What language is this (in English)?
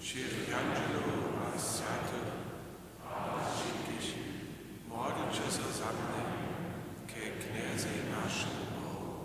Upper Sorbian